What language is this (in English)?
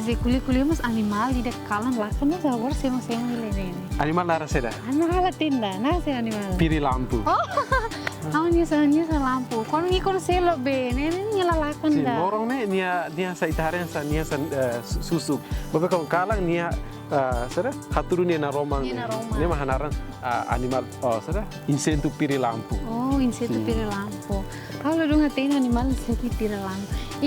Tetum